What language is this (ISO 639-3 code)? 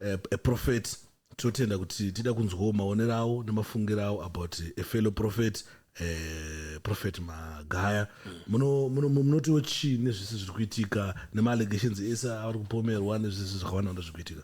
sna